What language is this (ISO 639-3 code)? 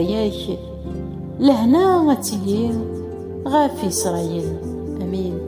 kab